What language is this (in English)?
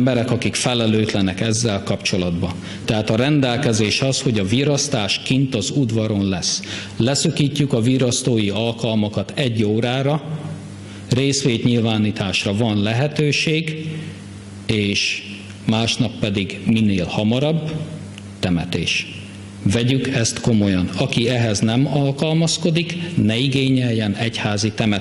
Hungarian